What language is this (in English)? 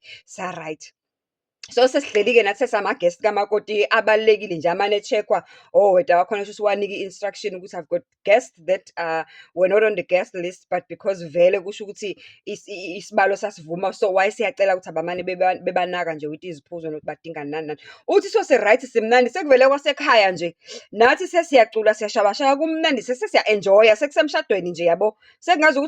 Zulu